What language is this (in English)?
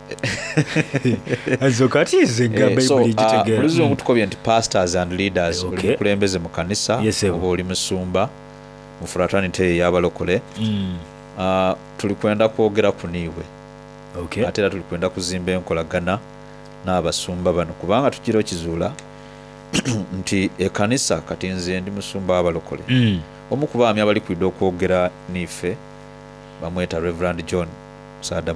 Soga